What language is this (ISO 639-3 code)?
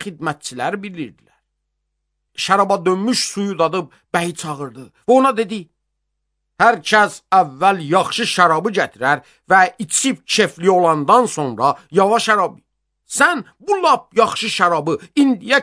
aze